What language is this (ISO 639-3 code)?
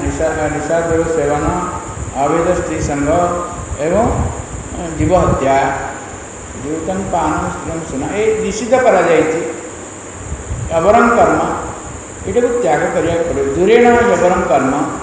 ori